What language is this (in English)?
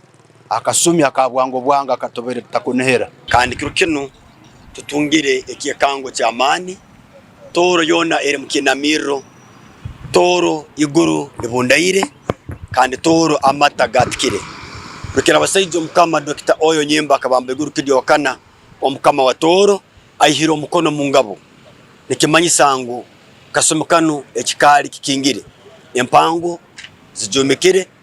Tooro